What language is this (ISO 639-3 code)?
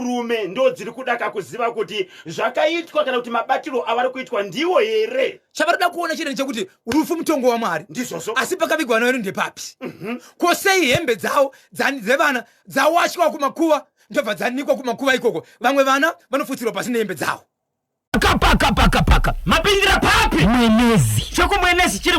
sna